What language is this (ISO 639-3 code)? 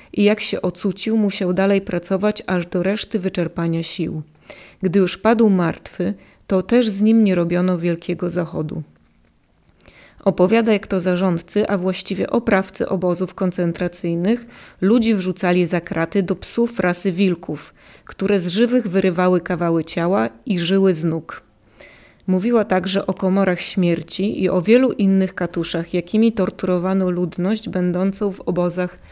pol